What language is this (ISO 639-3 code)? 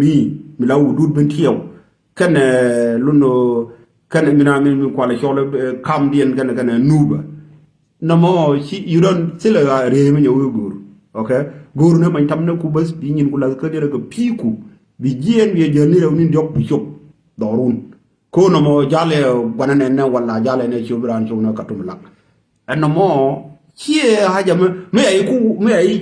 nus